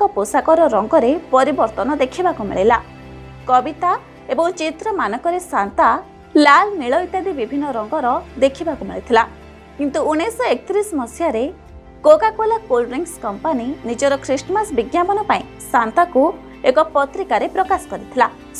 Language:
Odia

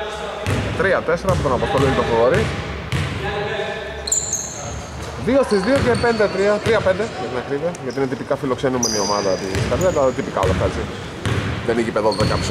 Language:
Greek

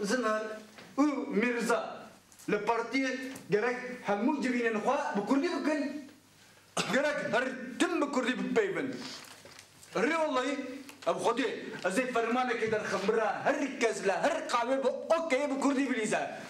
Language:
Kurdish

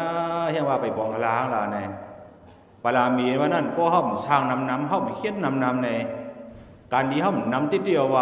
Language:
Shan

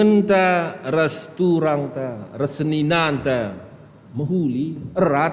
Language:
Batak Karo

